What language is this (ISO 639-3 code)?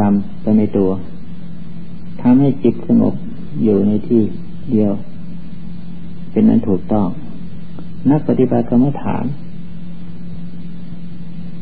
tha